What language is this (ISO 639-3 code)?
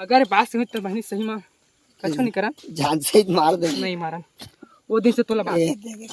hne